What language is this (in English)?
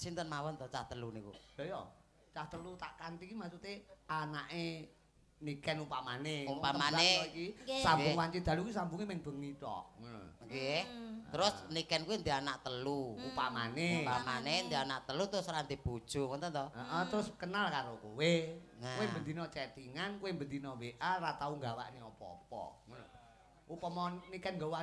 Javanese